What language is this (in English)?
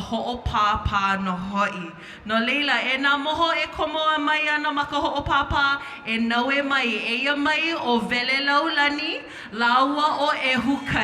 Hawaiian